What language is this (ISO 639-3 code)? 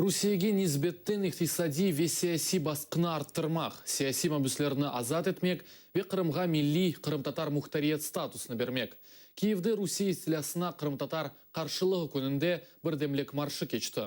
crh